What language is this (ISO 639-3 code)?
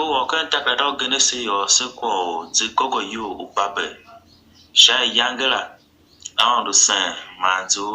tiv